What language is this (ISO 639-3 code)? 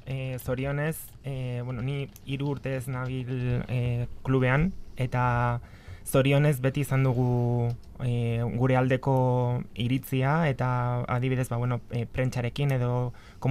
eus